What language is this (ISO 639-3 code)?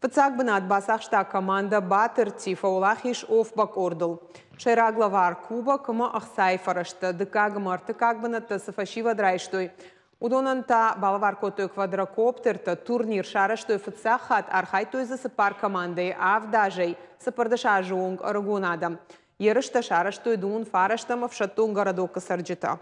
oss